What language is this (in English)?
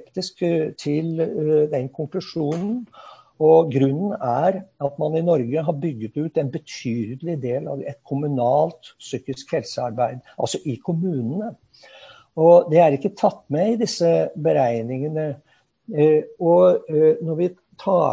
Norwegian